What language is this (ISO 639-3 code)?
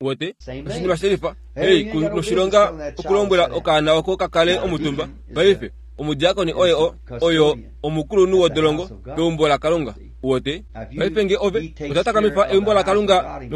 kua